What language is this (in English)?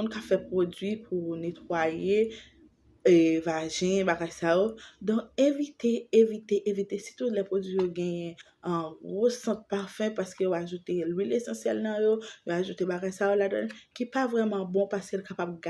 Haitian Creole